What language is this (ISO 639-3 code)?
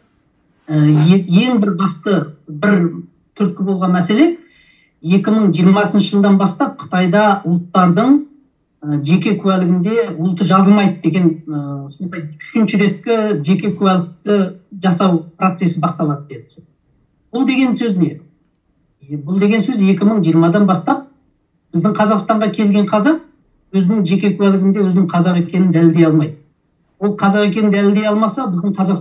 kaz